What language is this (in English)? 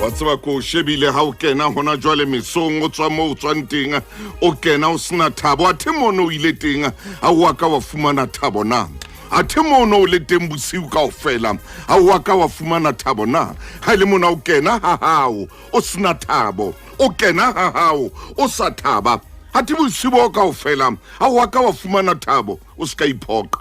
Southern Sotho